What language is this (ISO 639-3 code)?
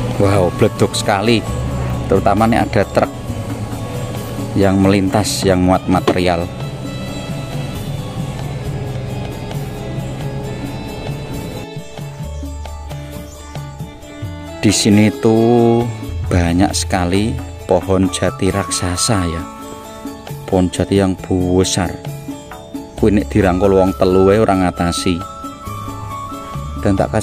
ind